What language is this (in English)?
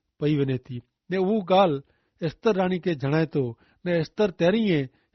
Kachhi